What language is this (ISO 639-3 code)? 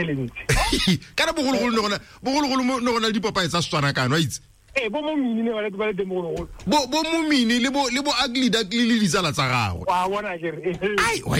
tsn